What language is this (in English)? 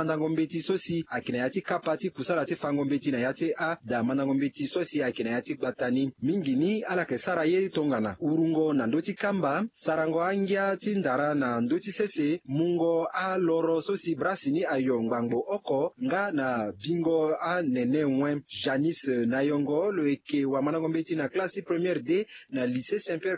Sango